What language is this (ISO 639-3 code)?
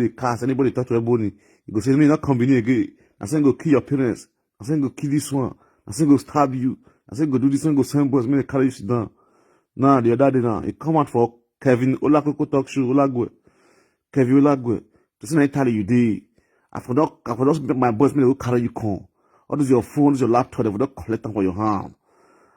pcm